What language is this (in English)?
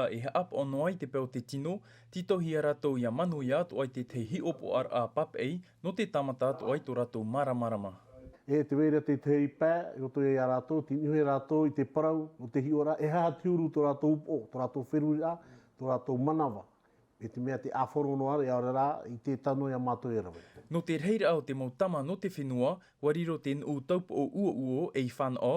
Tahitian